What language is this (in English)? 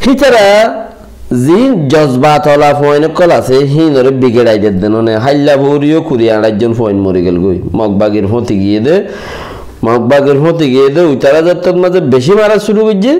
Rohingya